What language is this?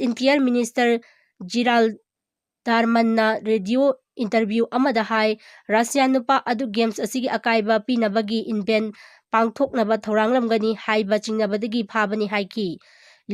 Manipuri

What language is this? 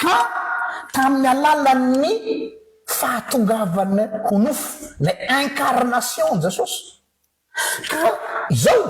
Malagasy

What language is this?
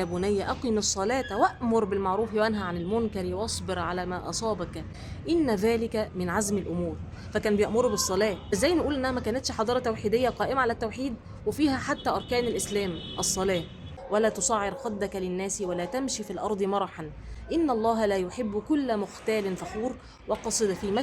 Egyptian Arabic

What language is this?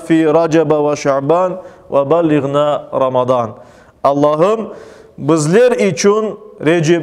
Crimean Tatar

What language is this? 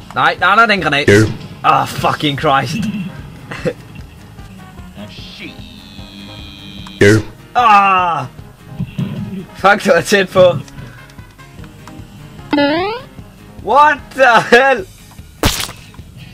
Danish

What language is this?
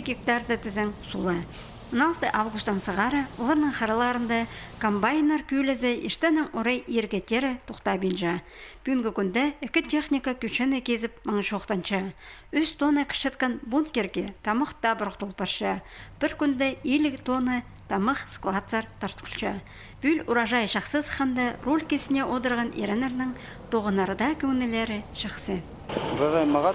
Khakas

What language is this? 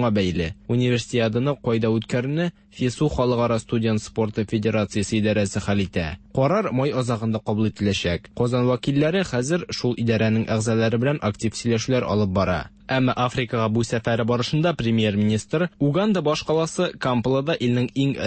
Tatar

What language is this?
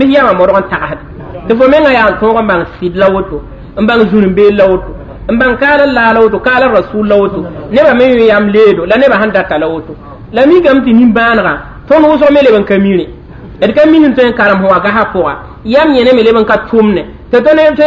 Mossi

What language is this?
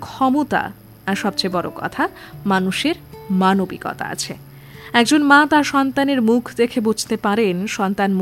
Bangla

